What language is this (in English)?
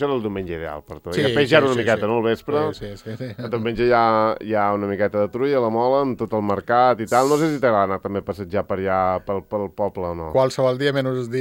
Catalan